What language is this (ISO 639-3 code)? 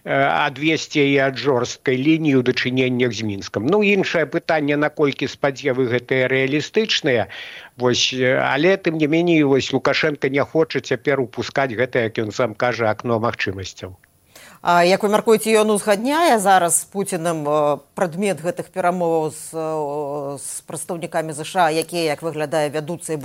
bel